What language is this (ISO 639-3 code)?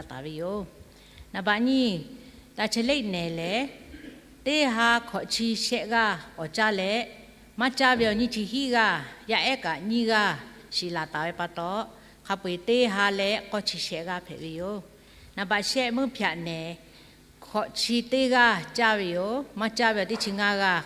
lhu